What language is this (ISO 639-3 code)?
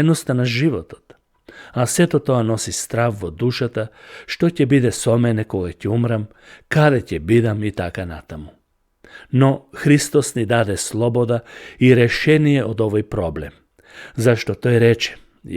mkd